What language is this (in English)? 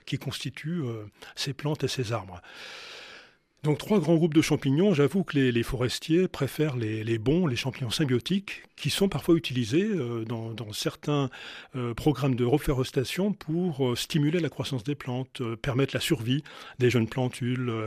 French